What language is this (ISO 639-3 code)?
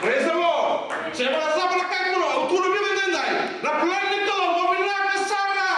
fij